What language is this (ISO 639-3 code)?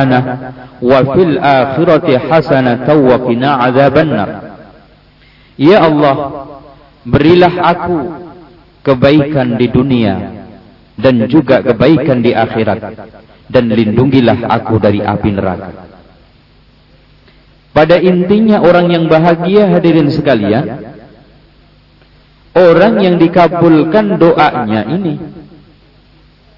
ind